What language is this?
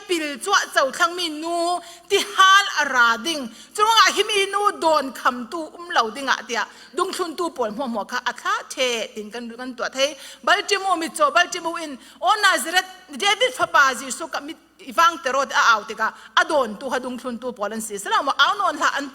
Falam Chin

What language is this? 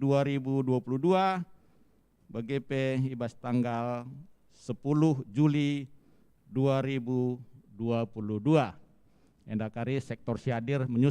Batak Karo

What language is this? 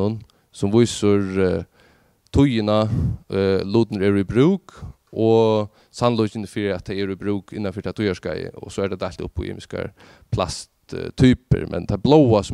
Faroese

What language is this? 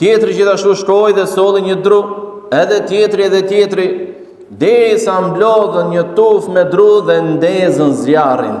Albanian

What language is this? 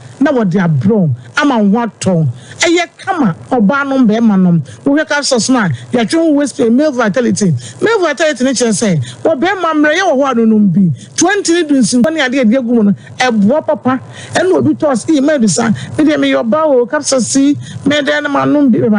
Akan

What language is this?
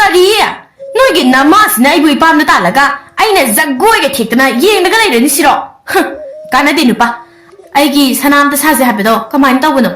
Manipuri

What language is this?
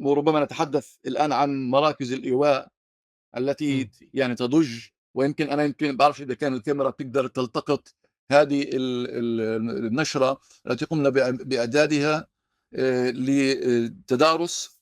North Levantine Arabic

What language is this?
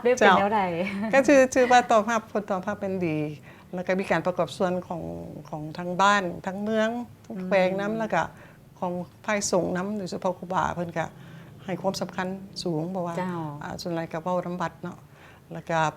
Lao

